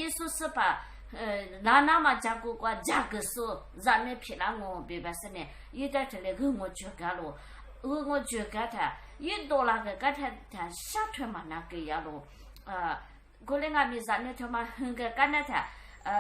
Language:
Lisu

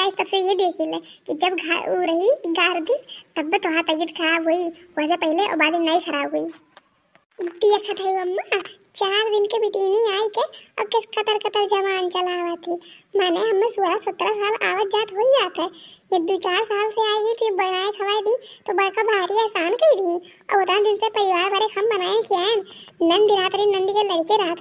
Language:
Awadhi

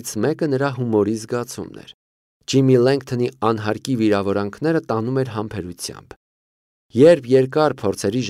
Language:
Armenian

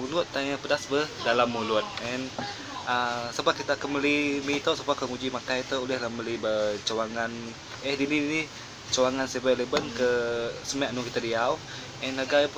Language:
Iban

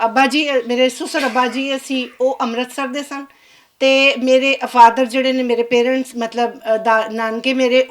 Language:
Western Panjabi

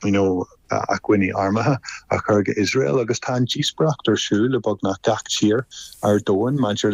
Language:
Irish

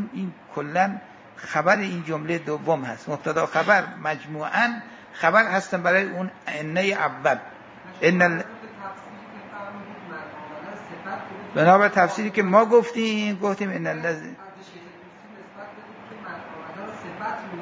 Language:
Persian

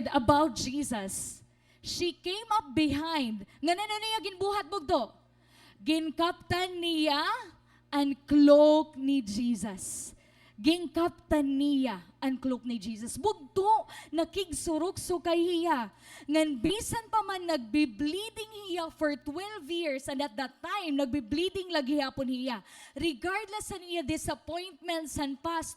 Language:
Waray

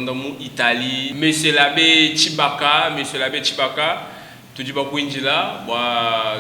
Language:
Luba-Lulua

